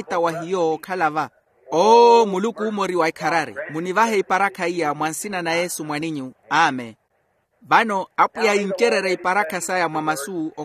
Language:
Makhuwa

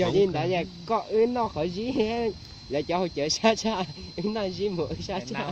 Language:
Hmong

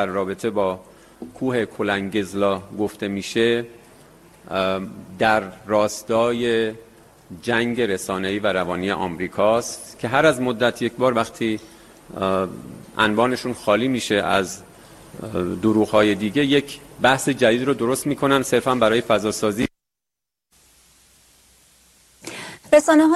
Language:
Persian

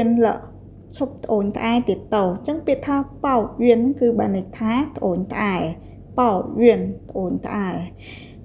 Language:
Khmer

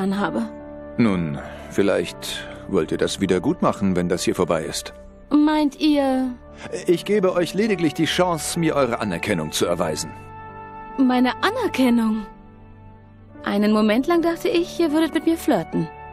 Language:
German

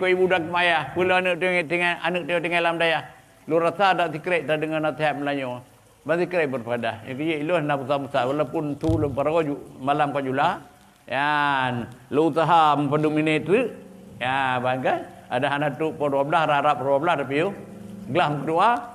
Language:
Achinese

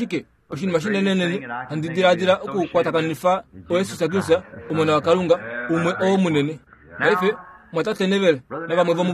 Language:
Kuanyama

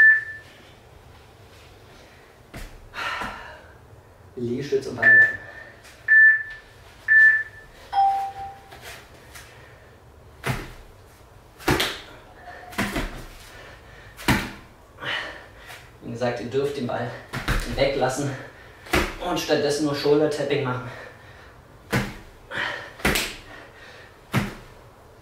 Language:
German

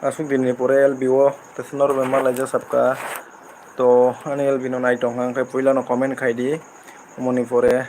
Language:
Kok Borok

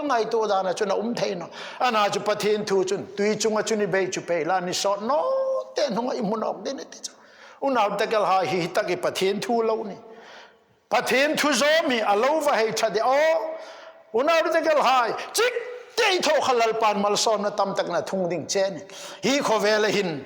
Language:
Hmar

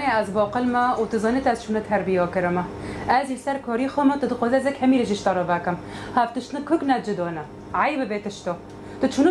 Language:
Kurdish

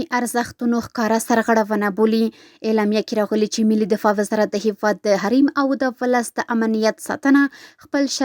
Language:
Pashto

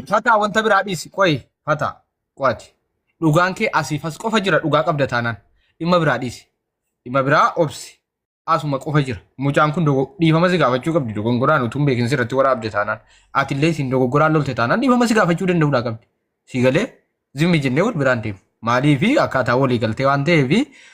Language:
Oromo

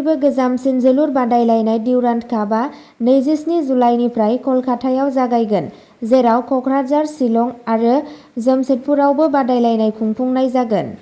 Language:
Bodo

